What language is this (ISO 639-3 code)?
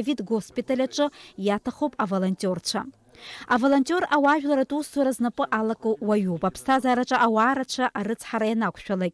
abk